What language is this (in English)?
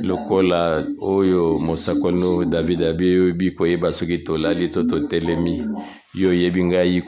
Lingala